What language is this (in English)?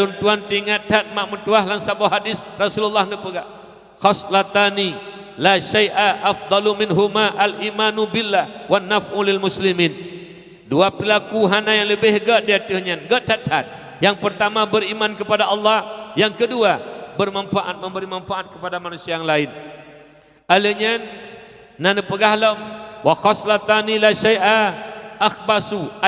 Achinese